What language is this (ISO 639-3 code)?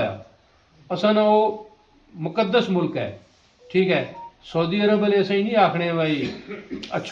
phr